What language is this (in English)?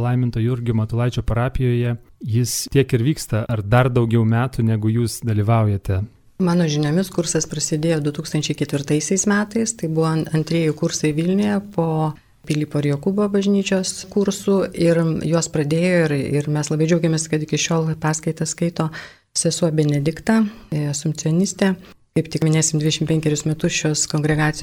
Lithuanian